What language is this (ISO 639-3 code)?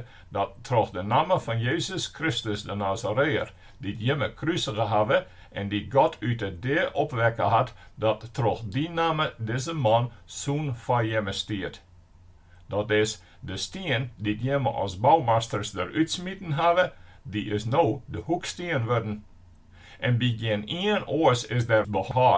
fry